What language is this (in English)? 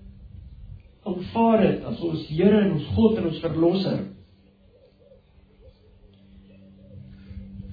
Afrikaans